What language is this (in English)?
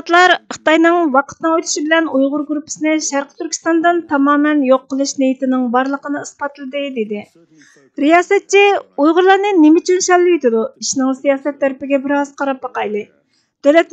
Uyghur